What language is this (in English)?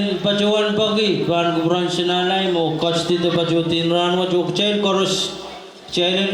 Pohnpeian